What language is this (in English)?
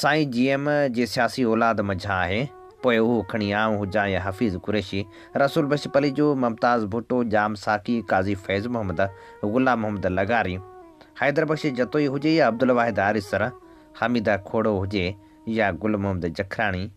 Sindhi